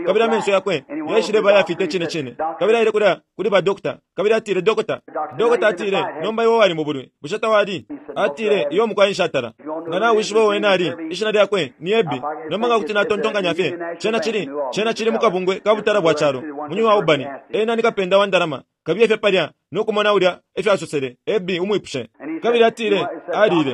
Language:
Bemba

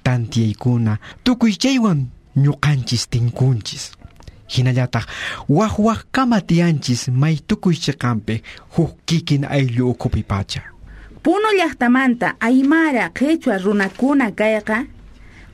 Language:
South Bolivian Quechua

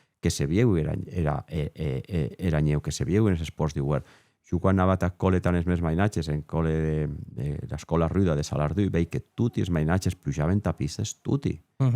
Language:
Occitan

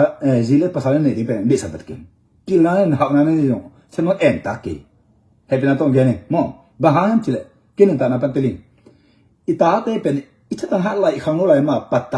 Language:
Tedim Chin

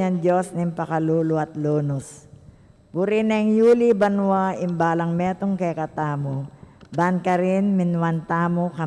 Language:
Pampanga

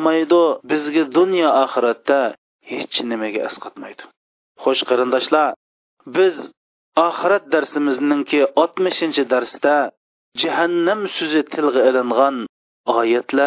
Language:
Uyghur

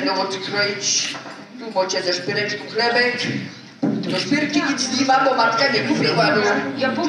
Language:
Silesian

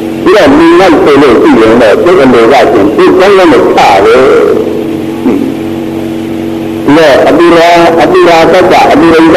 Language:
Burmese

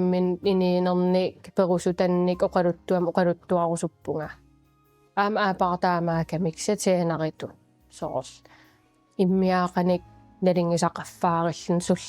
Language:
Kalaallisut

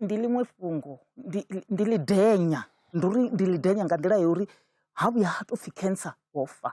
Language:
Venda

